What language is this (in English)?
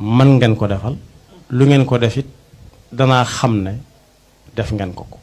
Wolof